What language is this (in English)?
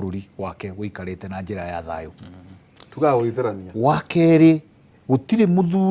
Kikuyu